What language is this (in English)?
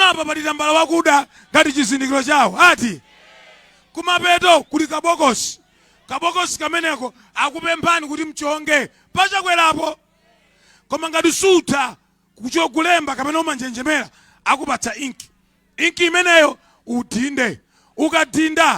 Nyanja